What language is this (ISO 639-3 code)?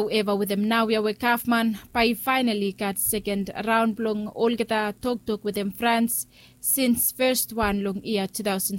bis